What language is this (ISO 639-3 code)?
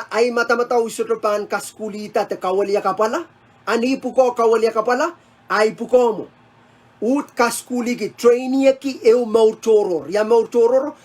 pon